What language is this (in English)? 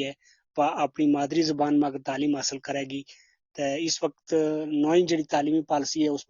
Gujari